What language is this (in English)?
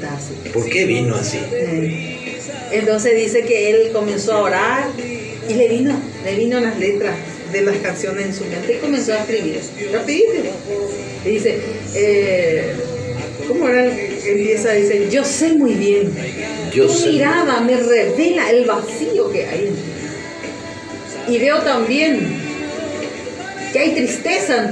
Spanish